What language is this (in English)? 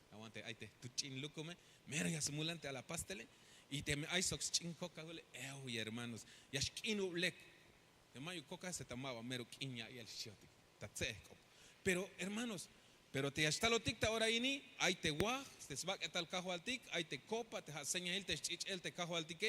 Tzeltal